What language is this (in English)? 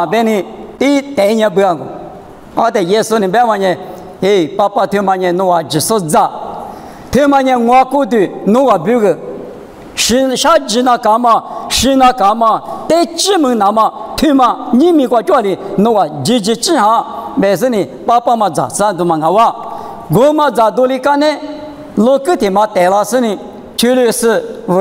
Lisu